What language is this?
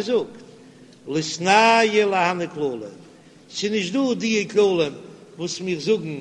Yiddish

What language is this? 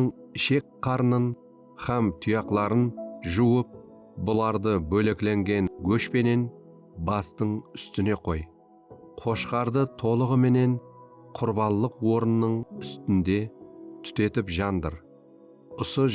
Kara-Kalpak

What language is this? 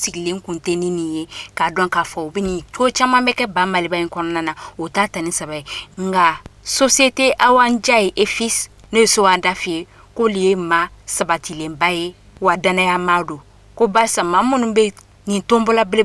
Bambara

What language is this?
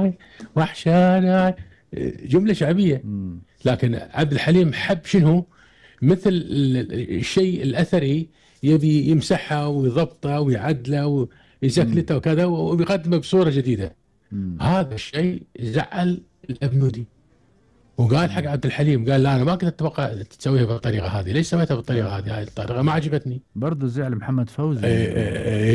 Gulf Arabic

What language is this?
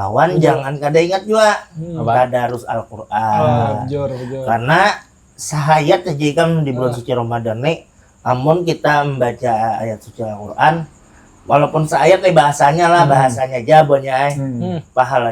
Banjar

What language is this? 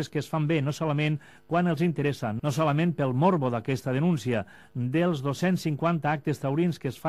Catalan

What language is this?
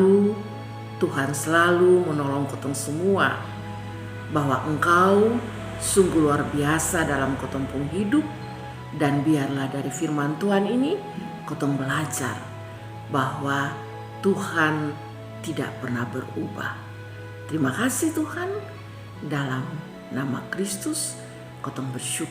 Kupang Malay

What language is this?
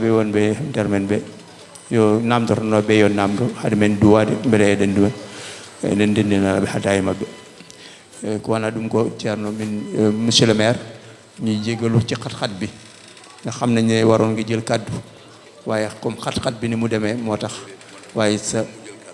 Fula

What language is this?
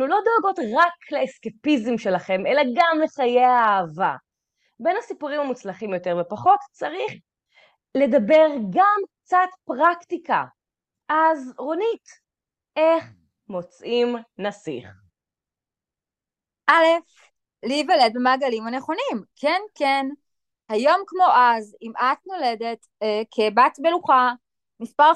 Hebrew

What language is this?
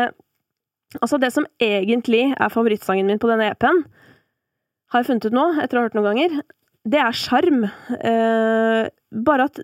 Norwegian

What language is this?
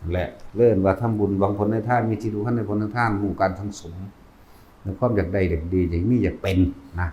Northeastern Thai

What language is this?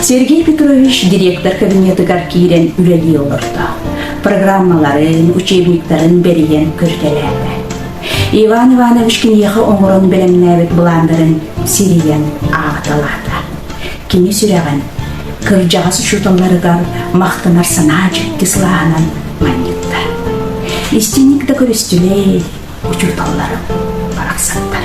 Yakut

